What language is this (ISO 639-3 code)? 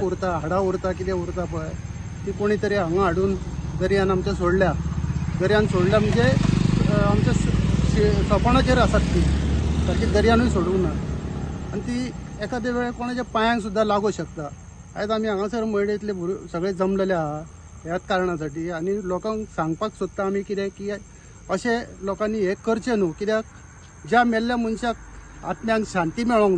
kok